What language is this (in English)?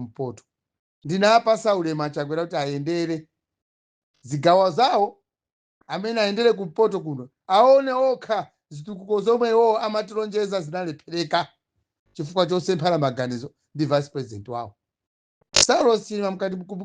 Nyanja